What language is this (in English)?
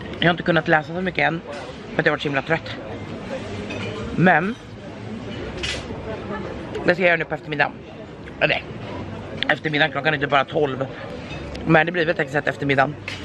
Swedish